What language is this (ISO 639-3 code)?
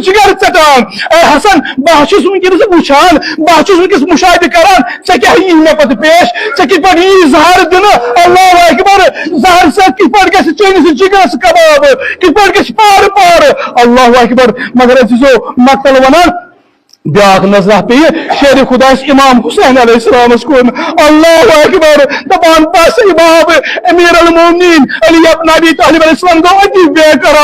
kas